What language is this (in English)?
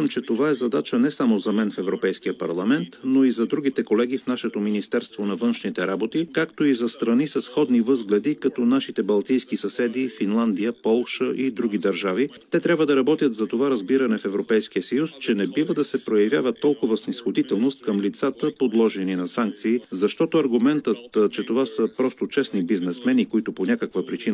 Bulgarian